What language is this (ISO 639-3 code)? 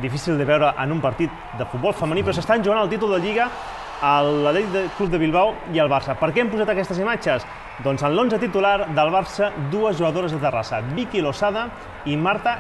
cat